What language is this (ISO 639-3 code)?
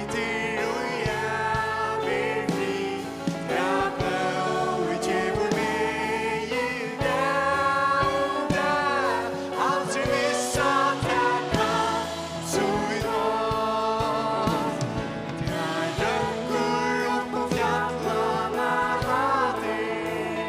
fao